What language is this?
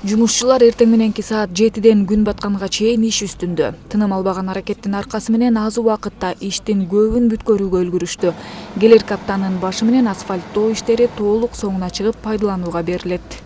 Kyrgyz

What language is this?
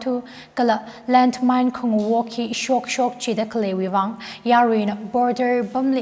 Tangkhul Naga (India)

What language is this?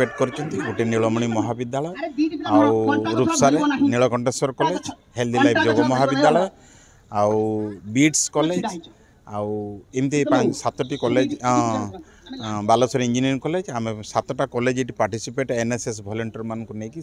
Odia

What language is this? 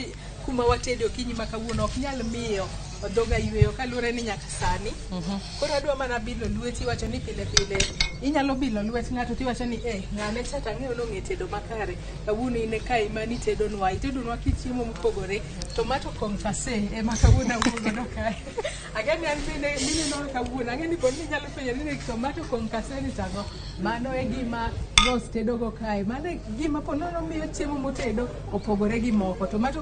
Luo (Kenya and Tanzania)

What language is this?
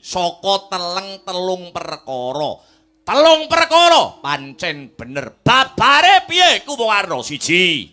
Javanese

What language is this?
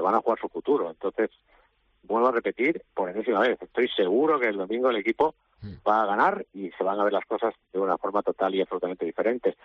Spanish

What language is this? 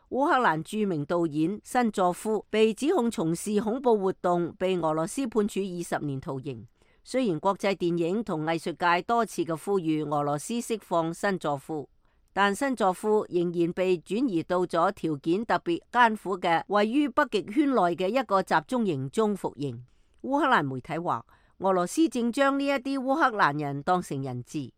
Cantonese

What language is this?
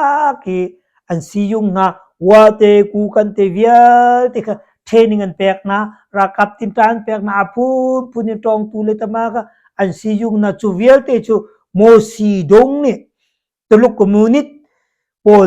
Hakha Chin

